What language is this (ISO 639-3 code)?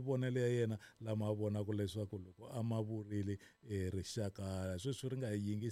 tso